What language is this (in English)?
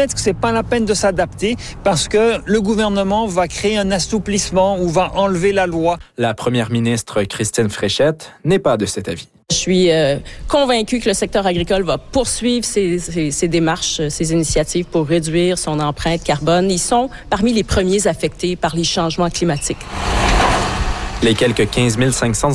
French